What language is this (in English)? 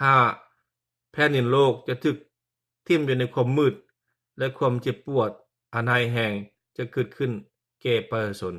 Lao